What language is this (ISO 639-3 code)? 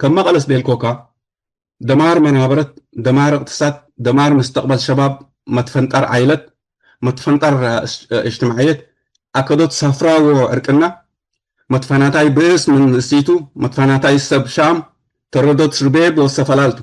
tig